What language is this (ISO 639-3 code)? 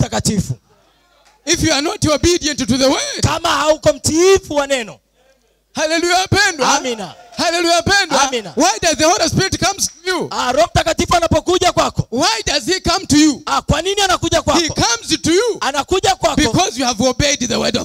swa